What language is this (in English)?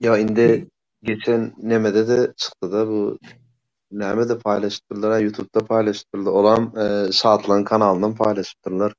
Turkmen